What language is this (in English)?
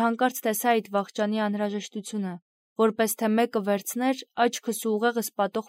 Armenian